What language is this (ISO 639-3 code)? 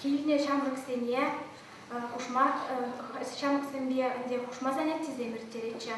chv